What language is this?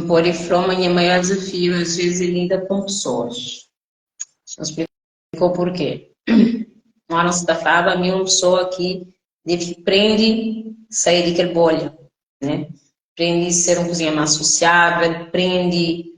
Kabuverdianu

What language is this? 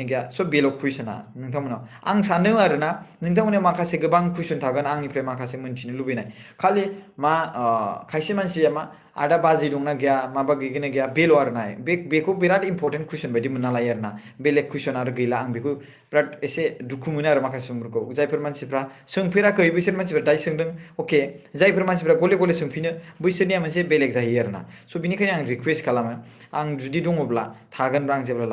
Bodo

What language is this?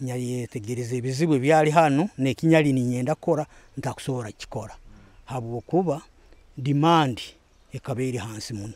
Nyoro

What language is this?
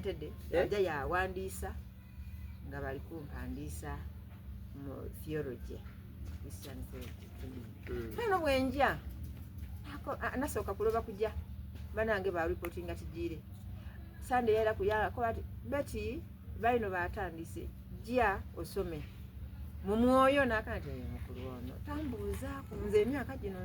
Soga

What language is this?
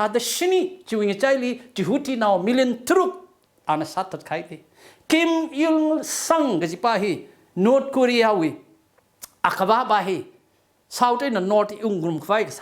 Tangkhul Naga (India)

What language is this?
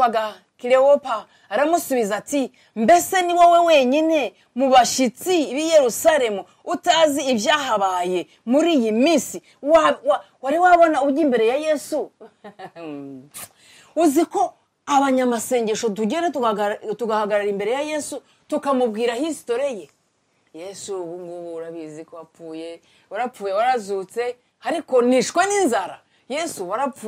Kinyarwanda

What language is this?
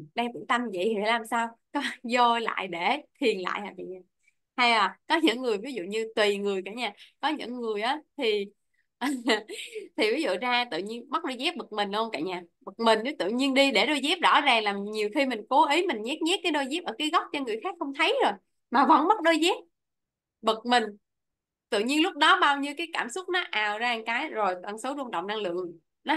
Vietnamese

